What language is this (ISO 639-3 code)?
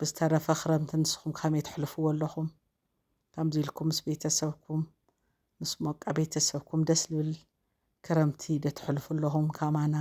tir